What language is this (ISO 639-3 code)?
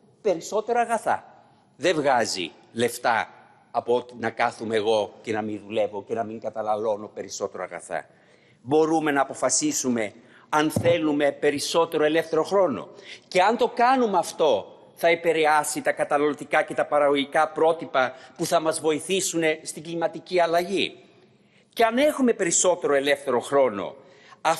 ell